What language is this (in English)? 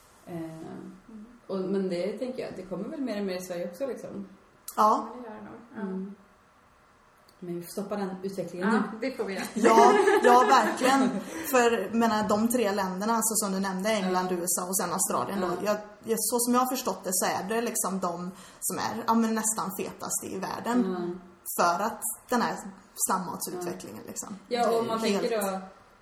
Swedish